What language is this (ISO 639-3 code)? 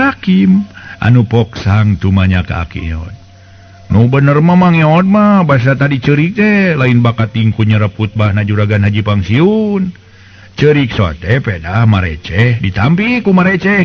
sun